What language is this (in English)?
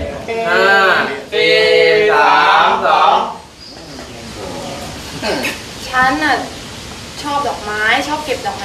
Thai